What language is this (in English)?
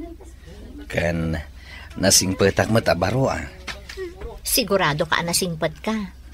Iloko